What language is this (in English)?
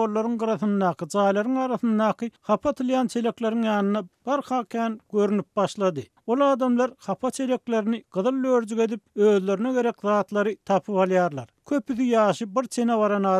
Turkmen